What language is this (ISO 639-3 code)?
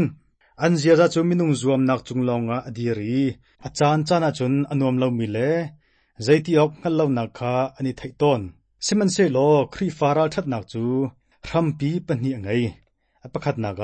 cnh